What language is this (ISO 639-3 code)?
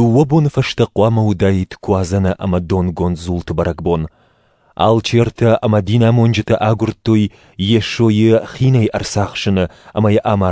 oss